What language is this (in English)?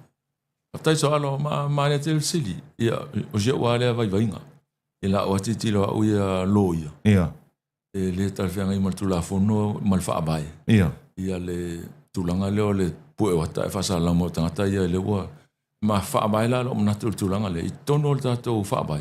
Samoan